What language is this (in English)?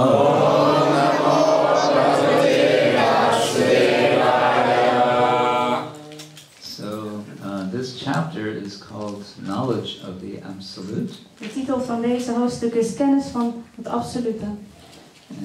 Dutch